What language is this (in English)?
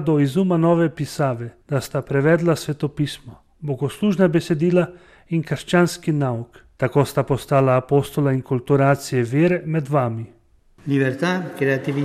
Slovenian